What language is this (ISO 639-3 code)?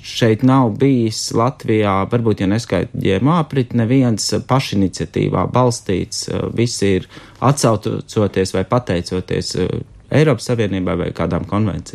lav